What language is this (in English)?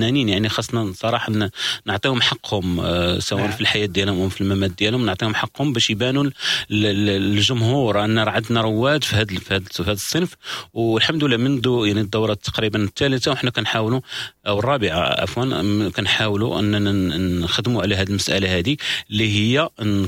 Moroccan Arabic